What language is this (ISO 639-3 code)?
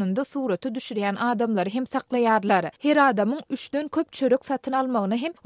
tuk